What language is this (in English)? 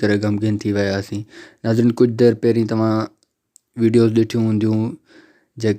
Sindhi